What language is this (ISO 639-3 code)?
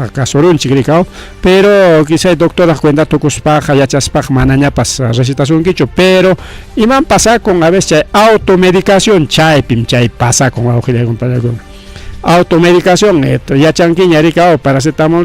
quy